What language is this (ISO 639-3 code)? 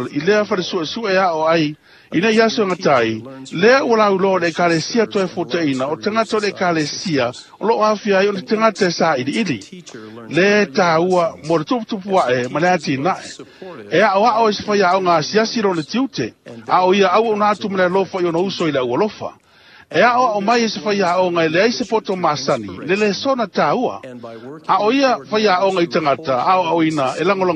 smo